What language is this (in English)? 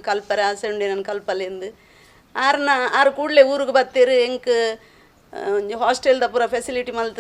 Tulu